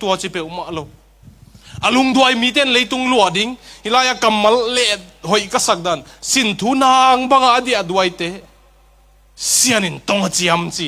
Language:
Tedim Chin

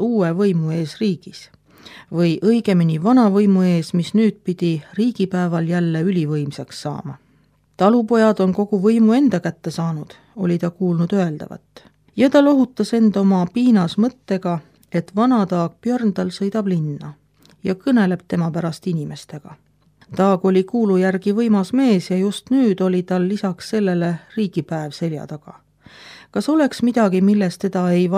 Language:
Estonian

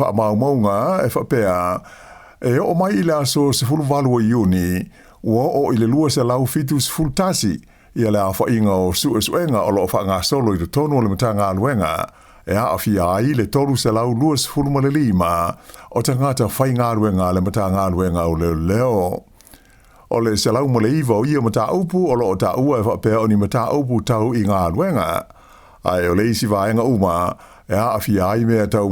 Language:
Samoan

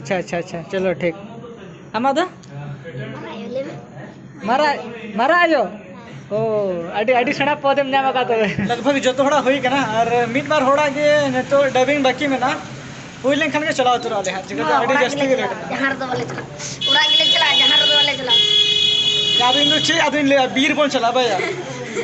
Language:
Santali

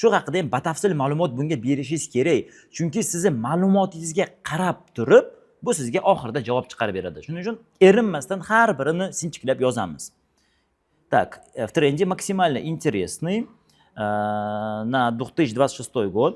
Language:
Uzbek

